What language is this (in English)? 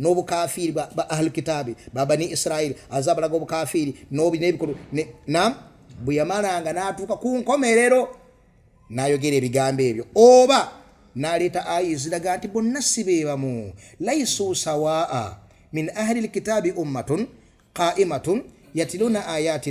Ganda